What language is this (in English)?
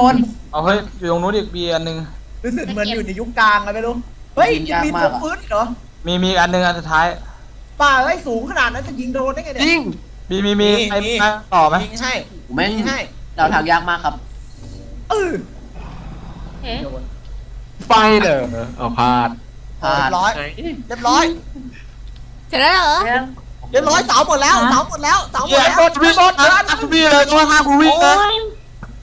Thai